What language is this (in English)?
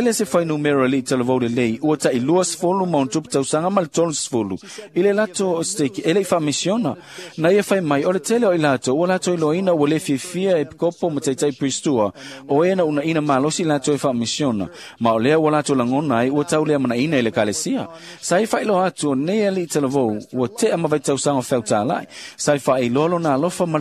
Samoan